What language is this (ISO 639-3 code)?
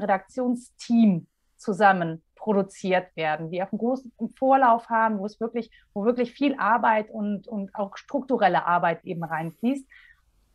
deu